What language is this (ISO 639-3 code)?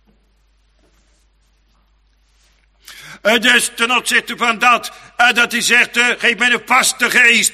nld